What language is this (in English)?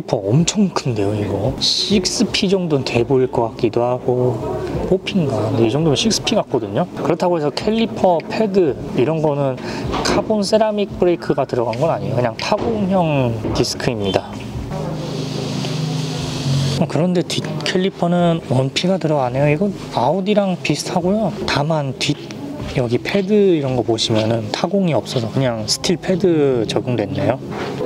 Korean